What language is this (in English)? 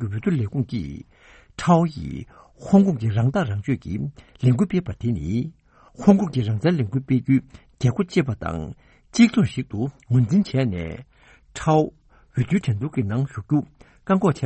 Tibetan